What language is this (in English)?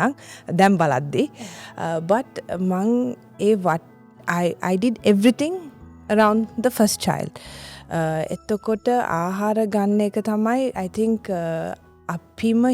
Sinhala